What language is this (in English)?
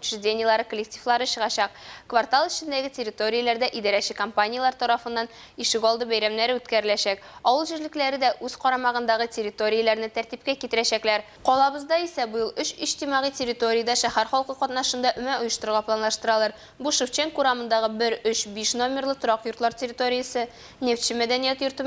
Tatar